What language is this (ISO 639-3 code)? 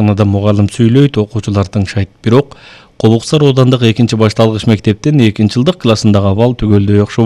kir